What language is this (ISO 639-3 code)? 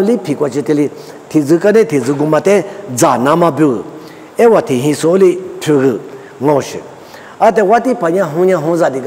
lis